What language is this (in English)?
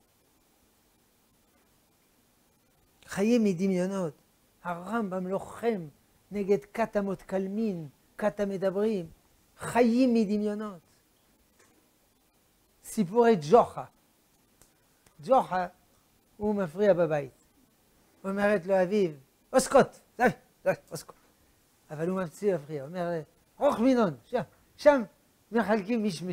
Hebrew